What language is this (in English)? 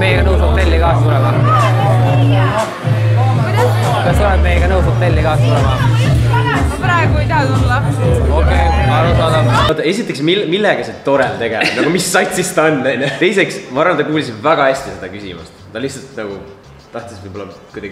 Estonian